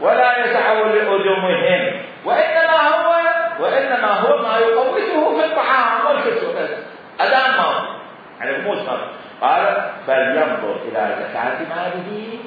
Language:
Mesopotamian Arabic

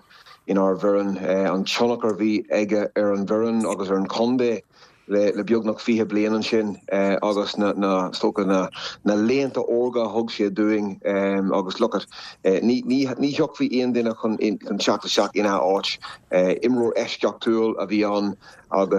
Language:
Irish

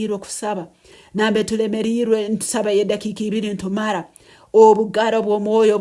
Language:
Nyankole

